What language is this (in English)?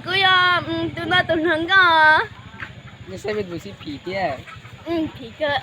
Hmong